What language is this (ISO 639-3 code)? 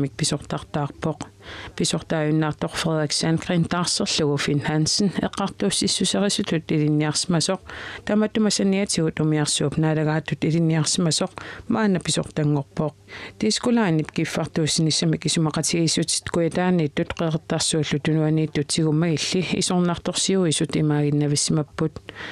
kal